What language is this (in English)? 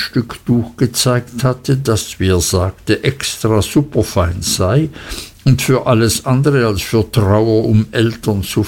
German